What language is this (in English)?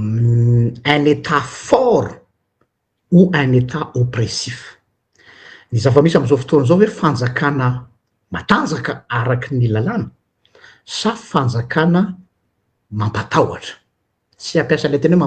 Malagasy